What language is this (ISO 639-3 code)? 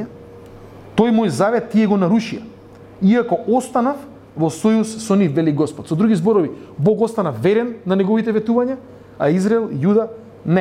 mkd